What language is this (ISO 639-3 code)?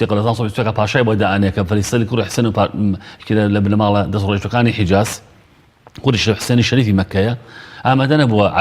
ckb